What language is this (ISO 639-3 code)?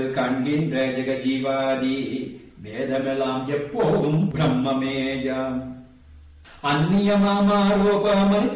tam